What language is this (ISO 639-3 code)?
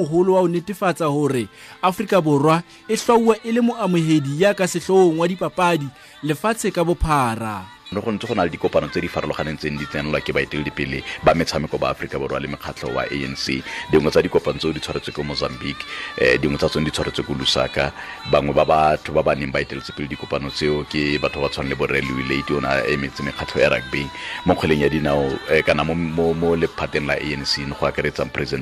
tsn